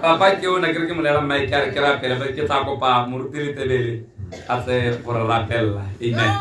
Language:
Tswana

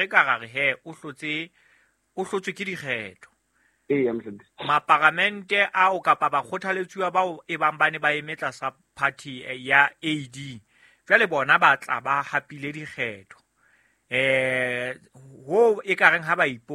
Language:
Southern Sotho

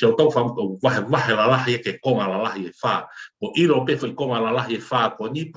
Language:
Tongan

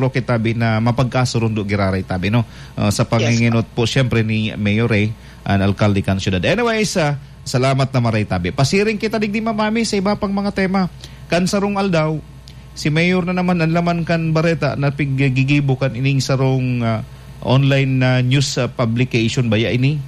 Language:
Bikol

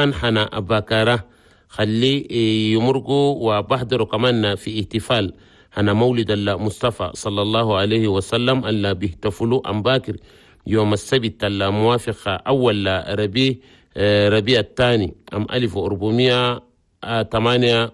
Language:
Chadian Arabic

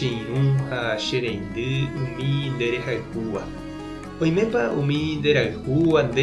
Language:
Guarani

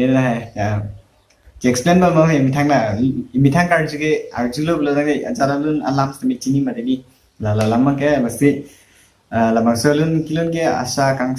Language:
Karbi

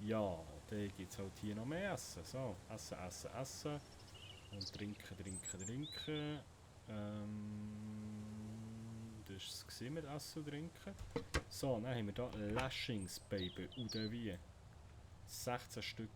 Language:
Swiss German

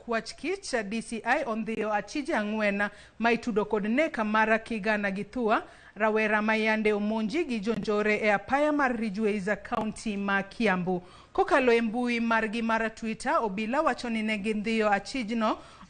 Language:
Luo (Kenya and Tanzania)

